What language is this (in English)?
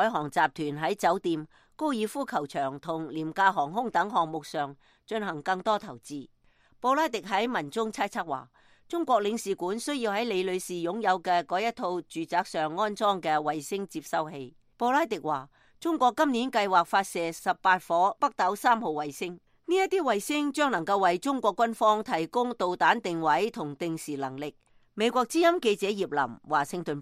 Cantonese